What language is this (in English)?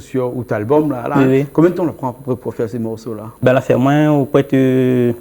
Réunion Creole French